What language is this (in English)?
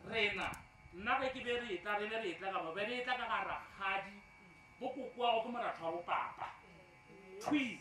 Northern Sotho